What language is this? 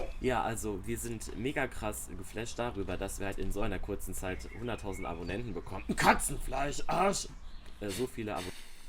Swiss German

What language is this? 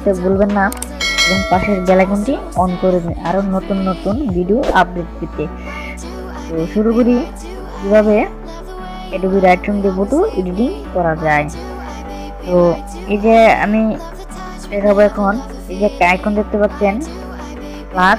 Bangla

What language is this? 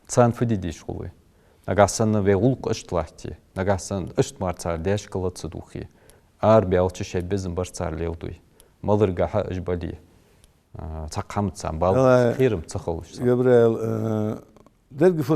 Ingush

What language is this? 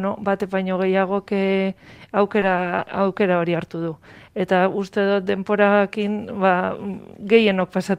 Basque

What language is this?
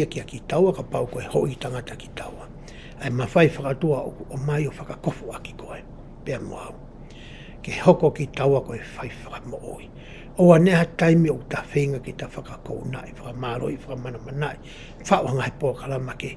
Tongan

